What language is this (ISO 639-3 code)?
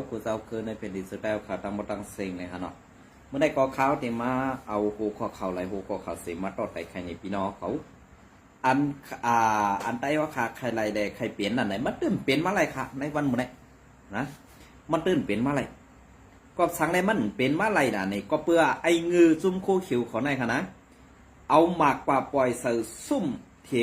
shn